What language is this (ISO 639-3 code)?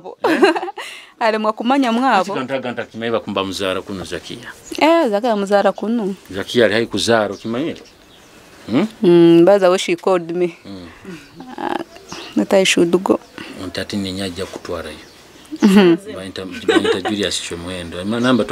nyo